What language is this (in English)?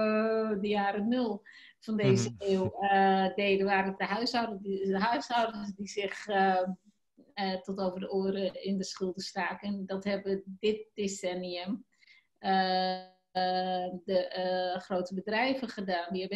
Dutch